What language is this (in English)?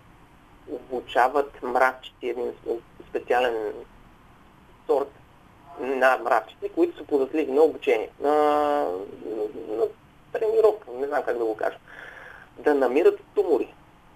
Bulgarian